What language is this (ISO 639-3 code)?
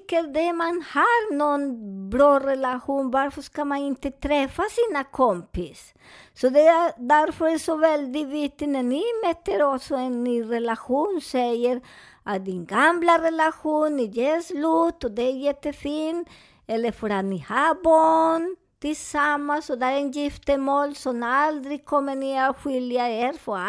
swe